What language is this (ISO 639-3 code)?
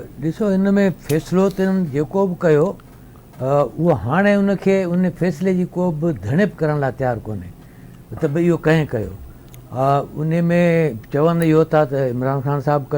snd